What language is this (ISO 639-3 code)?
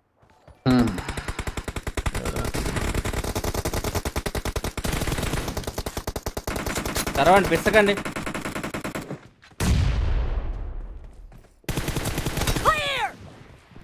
tel